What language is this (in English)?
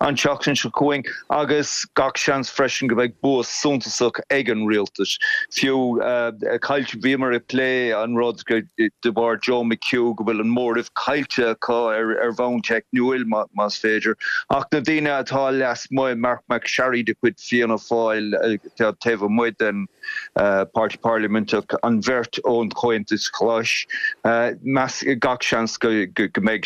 Irish